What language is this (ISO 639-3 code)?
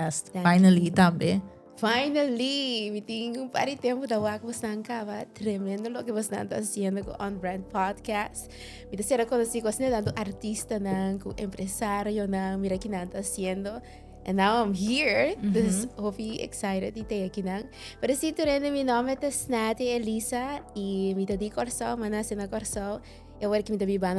pap